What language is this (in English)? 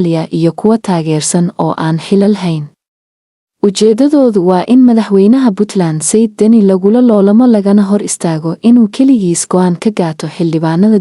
Somali